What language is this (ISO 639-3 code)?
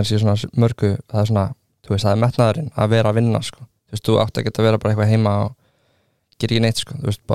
isl